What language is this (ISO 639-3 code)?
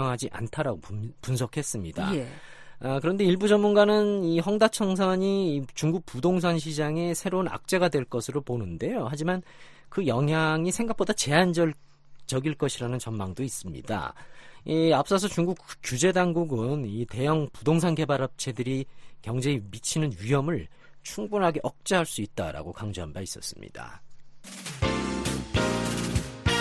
kor